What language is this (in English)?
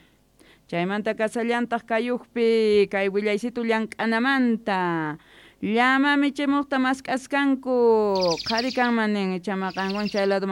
South Bolivian Quechua